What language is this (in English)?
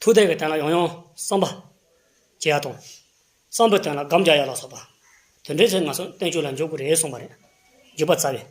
Tibetan